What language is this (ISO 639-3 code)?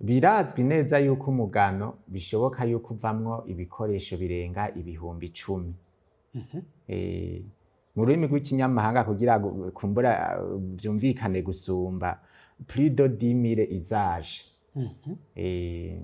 run